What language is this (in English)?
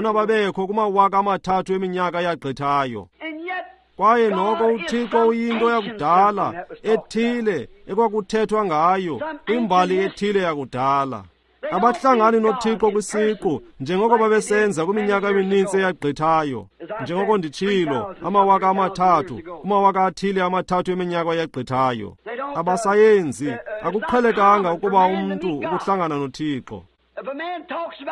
Xhosa